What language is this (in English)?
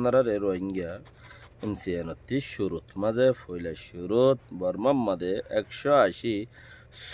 Rohingya